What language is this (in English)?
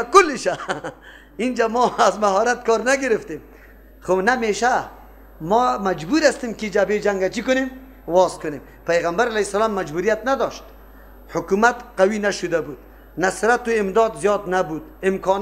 Persian